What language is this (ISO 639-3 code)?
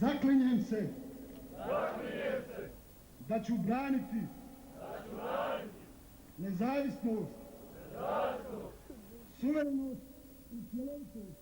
bos